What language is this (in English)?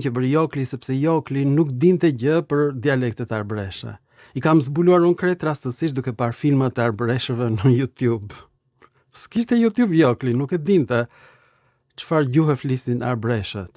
Albanian